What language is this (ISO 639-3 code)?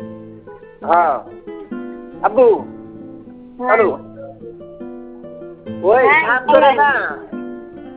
ben